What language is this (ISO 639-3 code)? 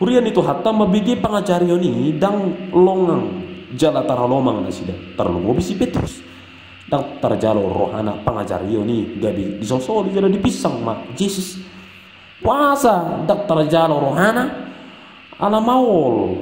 bbc